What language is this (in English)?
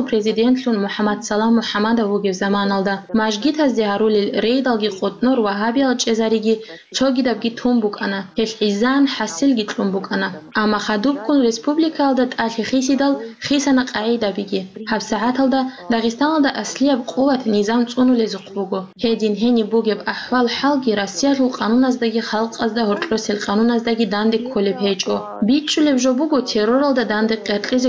Avaric